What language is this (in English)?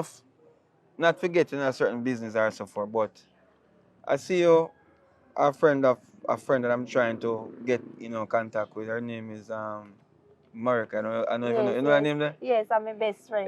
Jamaican Creole English